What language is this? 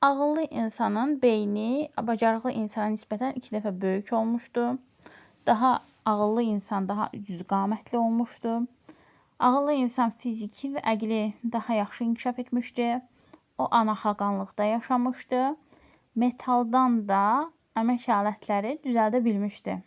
Azerbaijani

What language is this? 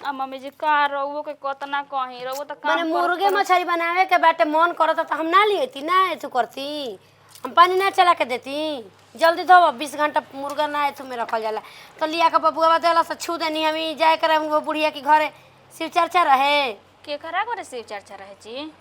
Bhojpuri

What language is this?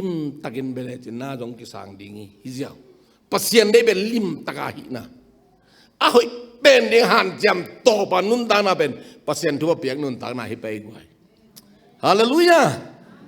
Tedim Chin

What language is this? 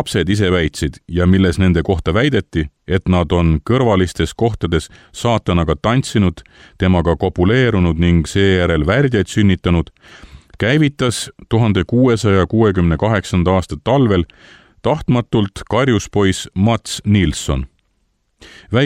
Estonian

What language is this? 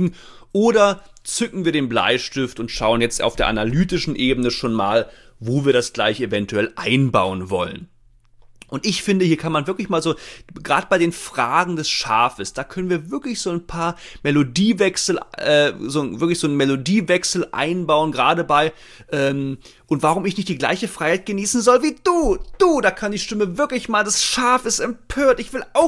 German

